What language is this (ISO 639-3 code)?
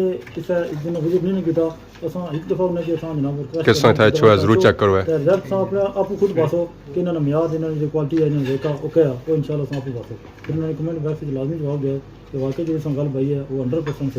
phr